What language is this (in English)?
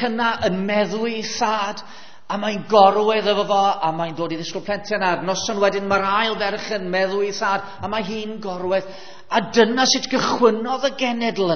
Welsh